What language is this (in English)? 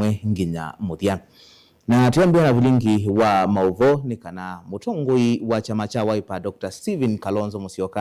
Kamba